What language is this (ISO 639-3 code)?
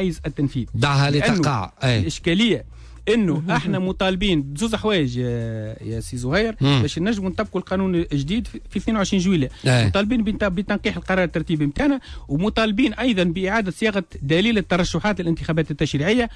aeb